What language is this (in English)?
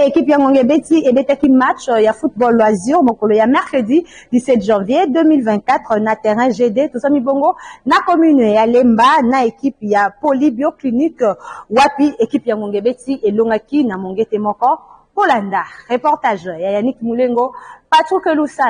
Lingala